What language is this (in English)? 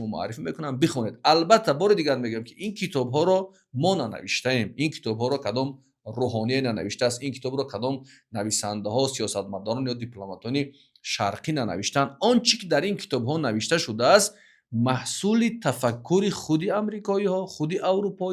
Tajik